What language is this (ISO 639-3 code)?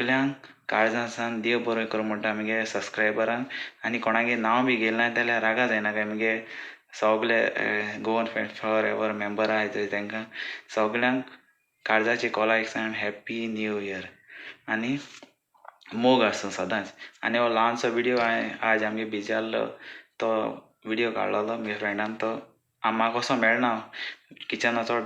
kok